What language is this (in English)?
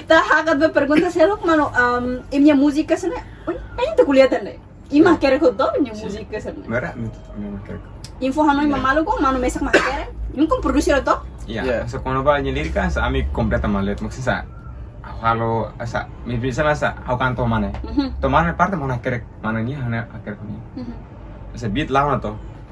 Tetum